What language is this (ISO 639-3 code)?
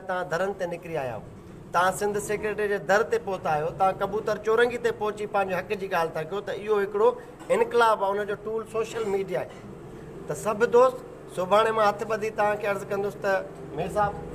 snd